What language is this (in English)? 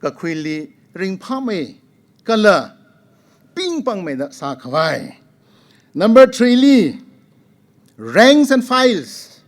Tangkhul Naga (India)